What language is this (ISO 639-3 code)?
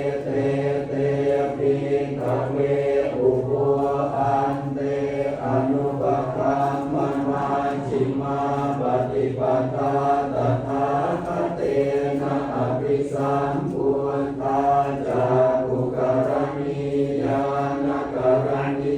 pli